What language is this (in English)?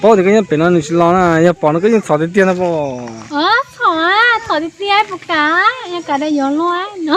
Hmong